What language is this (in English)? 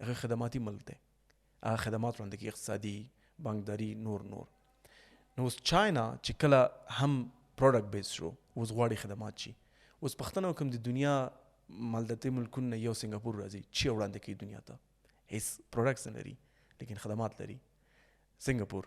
Pashto